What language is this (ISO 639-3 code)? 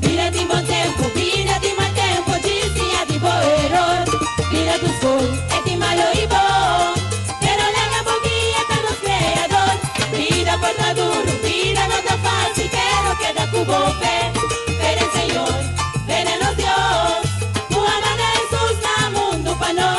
pap